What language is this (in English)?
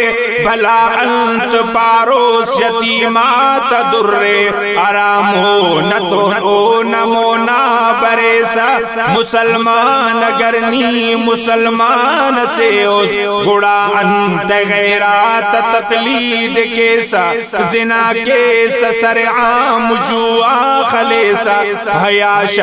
Brahui